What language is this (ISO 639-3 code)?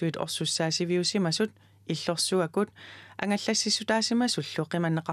kal